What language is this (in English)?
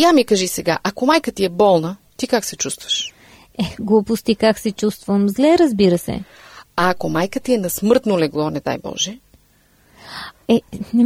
Bulgarian